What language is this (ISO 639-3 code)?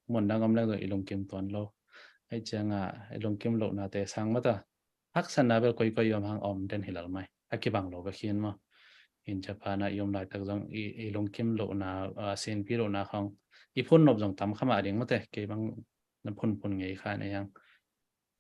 ctd